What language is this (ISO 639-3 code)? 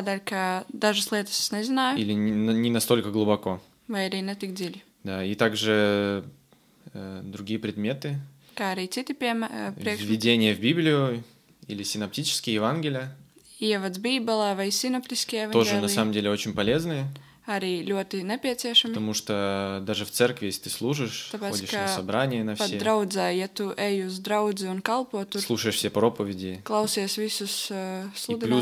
lav